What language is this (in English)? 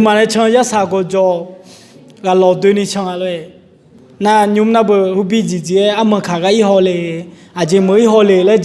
Akha